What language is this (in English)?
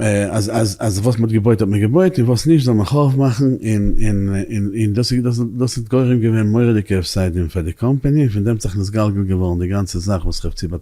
Yiddish